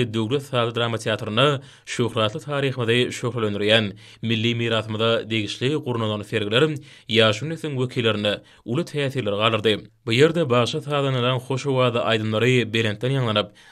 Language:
Turkmen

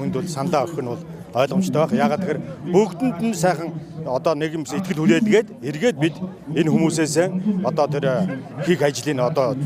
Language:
Mongolian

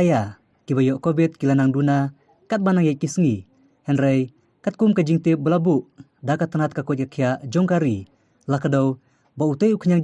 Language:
Khasi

